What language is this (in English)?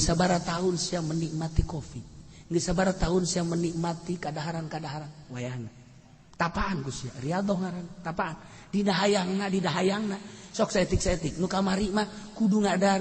Sundanese